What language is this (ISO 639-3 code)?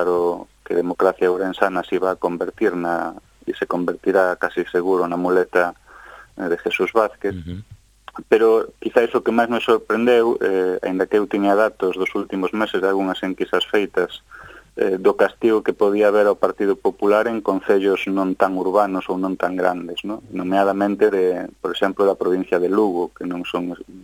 glg